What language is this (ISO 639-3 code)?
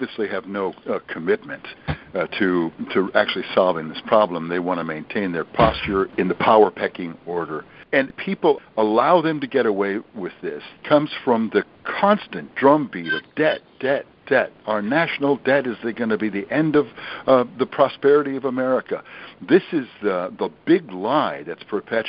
eng